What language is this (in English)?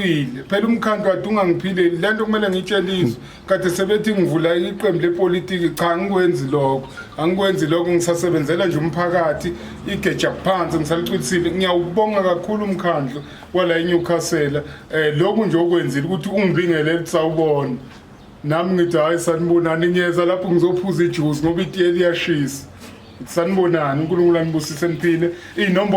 Zulu